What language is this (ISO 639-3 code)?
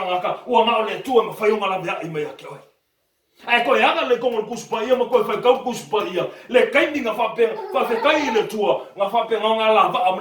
smo